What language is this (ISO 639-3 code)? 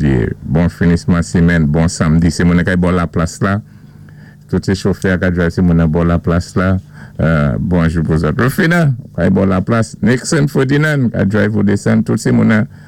acf